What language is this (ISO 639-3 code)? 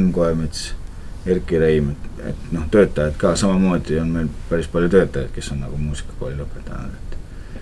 est